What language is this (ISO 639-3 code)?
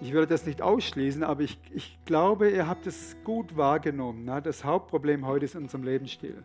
gsw